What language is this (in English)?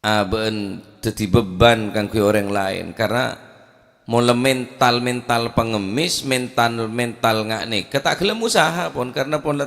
Madurese